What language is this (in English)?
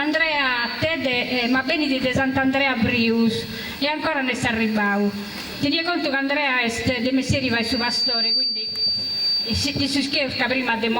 Sardinian